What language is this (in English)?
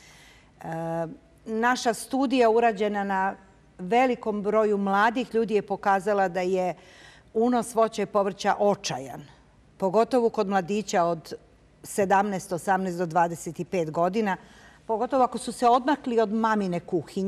Serbian